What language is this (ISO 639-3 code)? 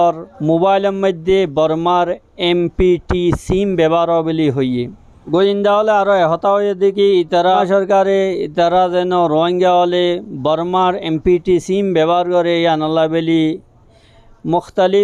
rhg